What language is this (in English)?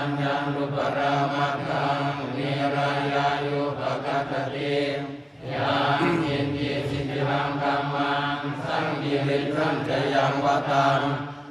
Pali